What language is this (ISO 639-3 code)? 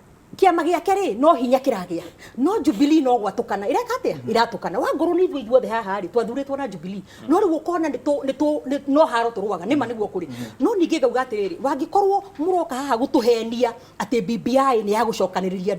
kik